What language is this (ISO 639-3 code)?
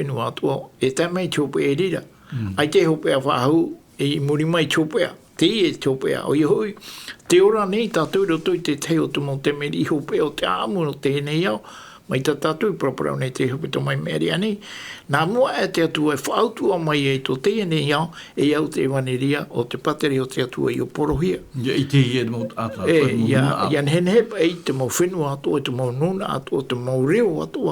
tah